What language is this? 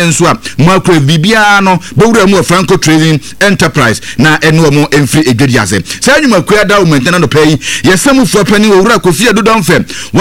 Akan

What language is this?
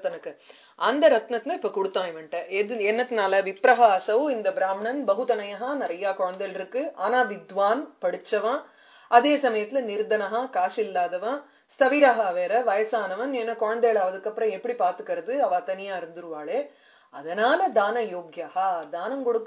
Tamil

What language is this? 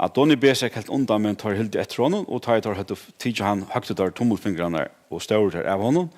Faroese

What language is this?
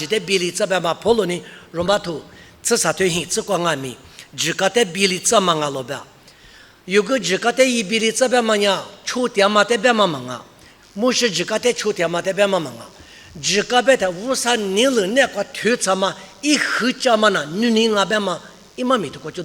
Lisu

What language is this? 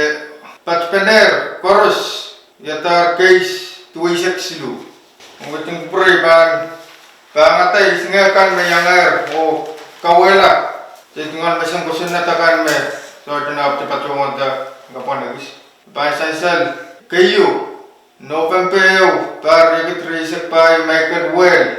Pohnpeian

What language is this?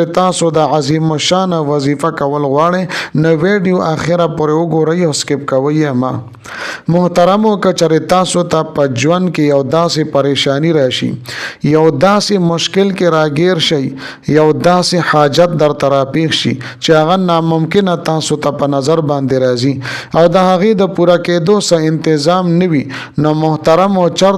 Pashto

